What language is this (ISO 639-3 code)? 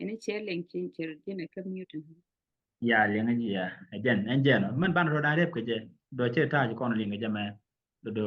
nus